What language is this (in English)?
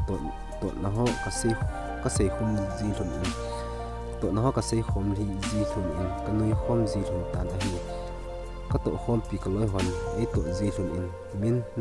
Thado Chin